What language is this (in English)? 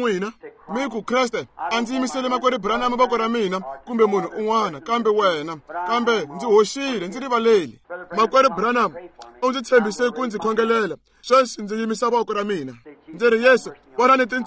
Tsonga